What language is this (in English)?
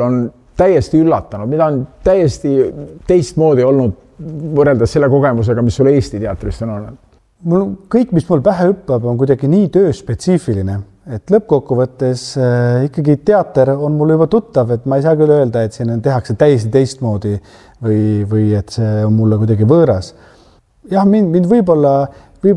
Estonian